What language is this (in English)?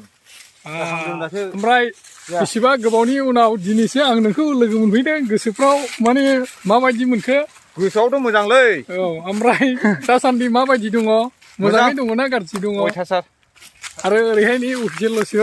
Bodo